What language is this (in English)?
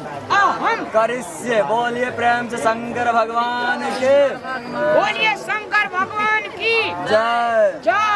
Maithili